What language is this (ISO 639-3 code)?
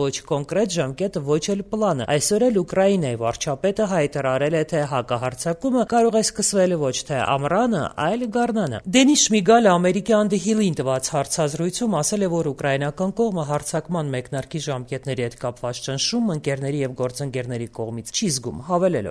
hye